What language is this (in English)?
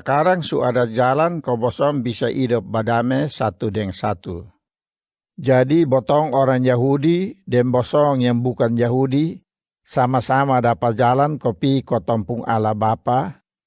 Kupang Malay